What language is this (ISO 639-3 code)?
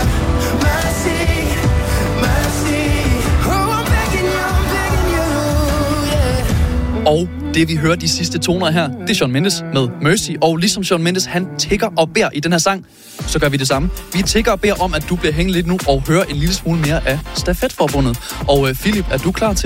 dan